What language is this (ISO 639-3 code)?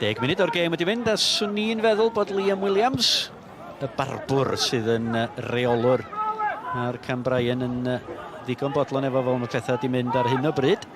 cym